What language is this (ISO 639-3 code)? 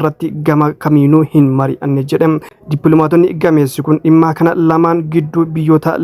orm